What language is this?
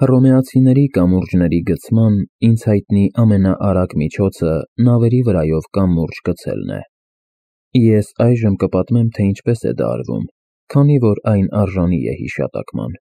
Armenian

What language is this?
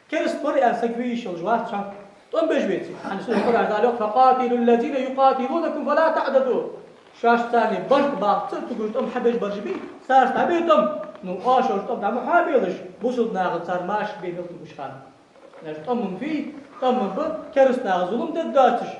Ingush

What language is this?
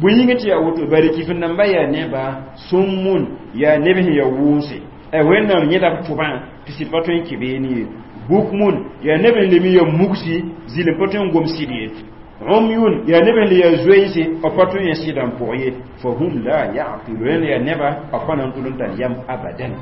Mossi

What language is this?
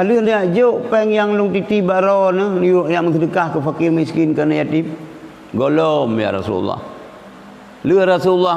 Achinese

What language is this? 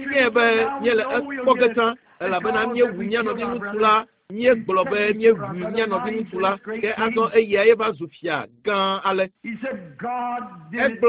Ewe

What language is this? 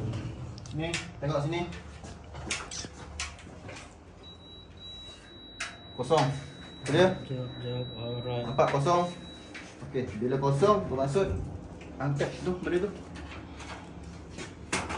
Malay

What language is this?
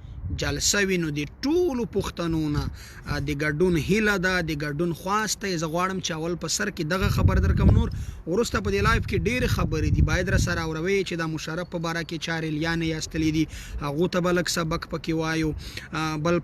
Pashto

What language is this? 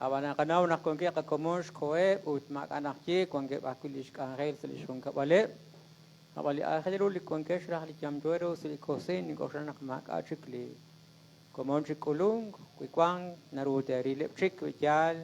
Kekchí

